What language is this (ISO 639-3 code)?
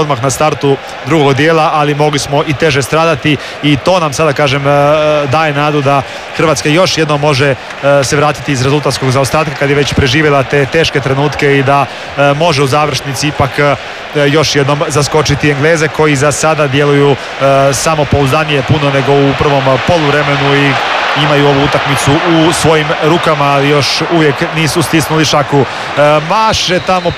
hrv